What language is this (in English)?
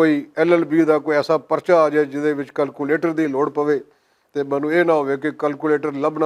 Western Panjabi